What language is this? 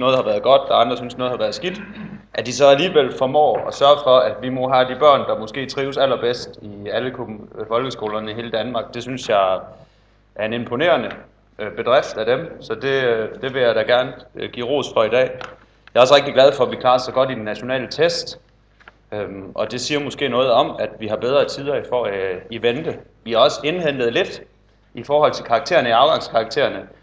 Danish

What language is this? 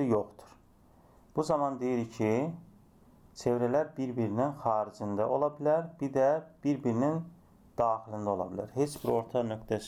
Azerbaijani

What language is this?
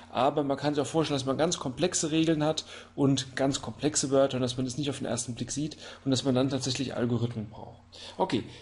German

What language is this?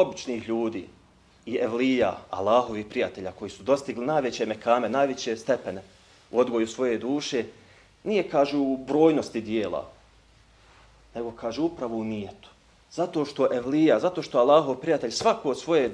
Bosnian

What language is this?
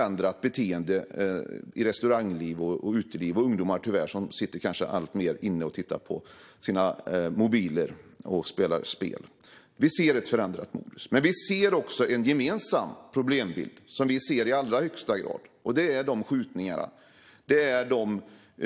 Swedish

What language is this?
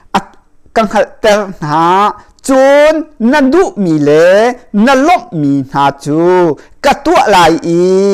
Hakha Chin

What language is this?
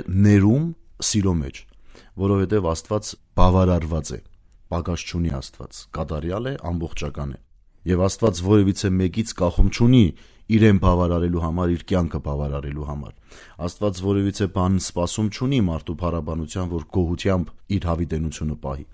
Armenian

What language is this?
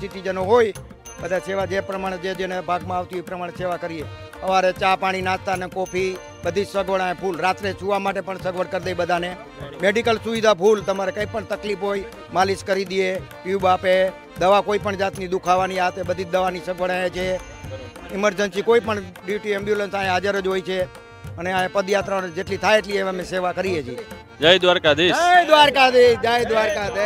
Gujarati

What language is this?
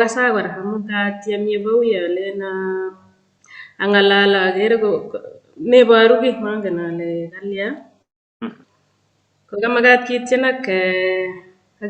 Kalenjin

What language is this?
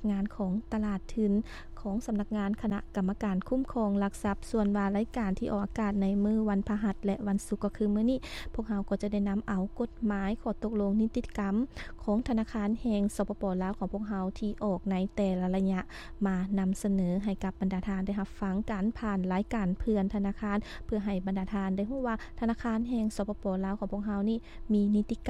Lao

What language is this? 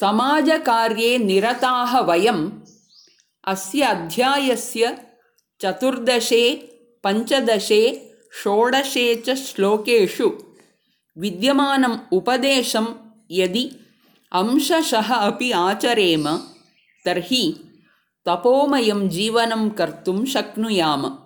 Sanskrit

